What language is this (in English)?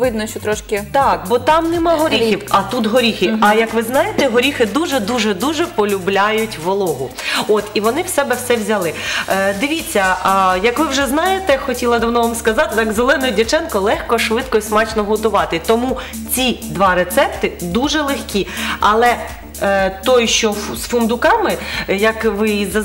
Ukrainian